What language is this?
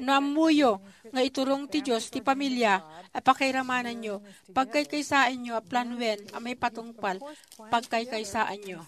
Iloko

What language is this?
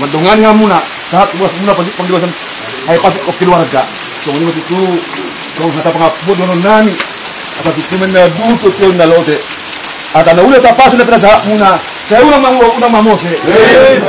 Batak Toba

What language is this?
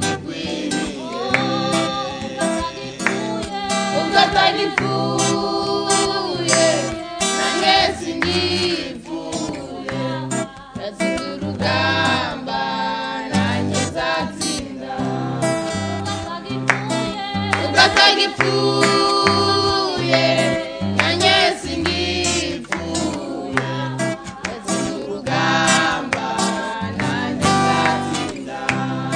Kinyarwanda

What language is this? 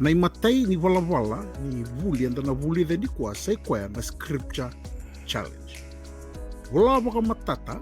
Fijian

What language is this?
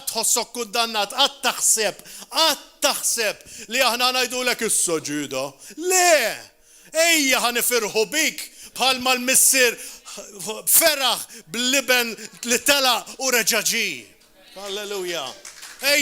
Maltese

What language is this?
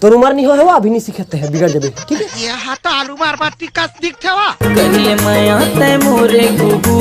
Chhattisgarhi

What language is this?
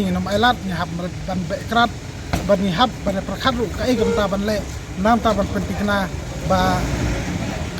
Khasi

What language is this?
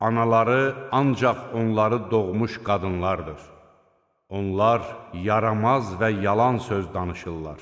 Azerbaijani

